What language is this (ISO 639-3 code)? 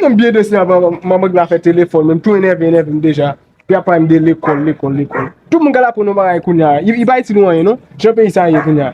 hat